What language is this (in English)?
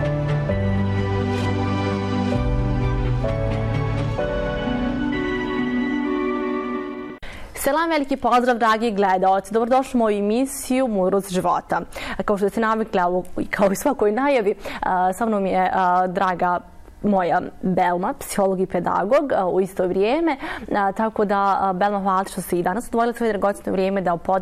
Bosnian